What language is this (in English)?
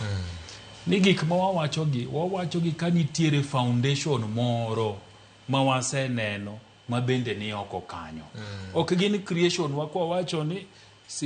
Luo (Kenya and Tanzania)